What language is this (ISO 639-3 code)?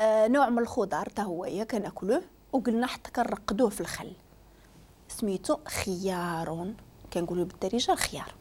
ary